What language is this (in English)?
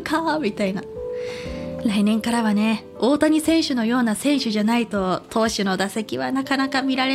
Japanese